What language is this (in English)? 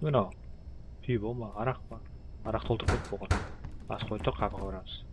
Kara-Kalpak